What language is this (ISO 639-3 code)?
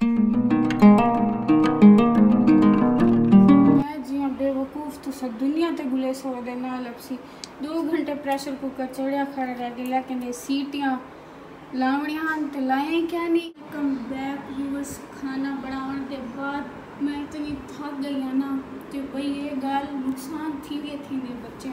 skr